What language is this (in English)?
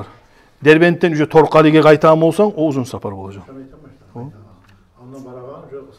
Kumyk